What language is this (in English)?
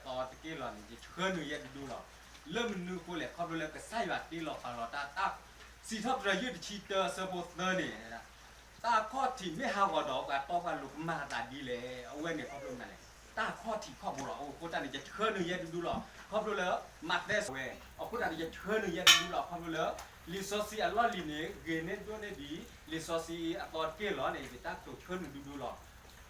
S'gaw Karen